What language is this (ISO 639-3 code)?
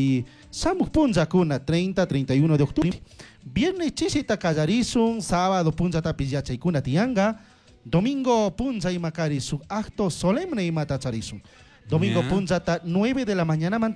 qug